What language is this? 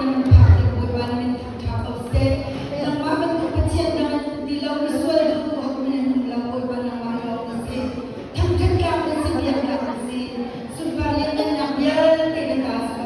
Hakha Chin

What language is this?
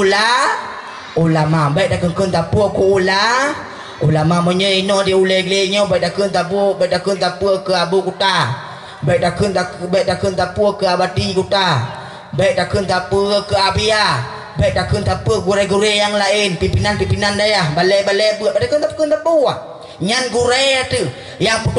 Achinese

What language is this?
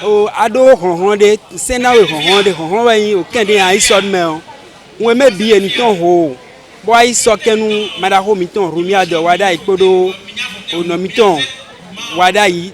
Fon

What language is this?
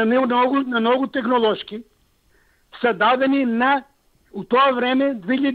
Macedonian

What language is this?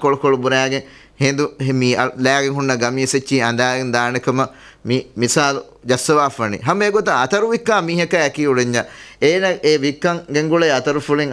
Divehi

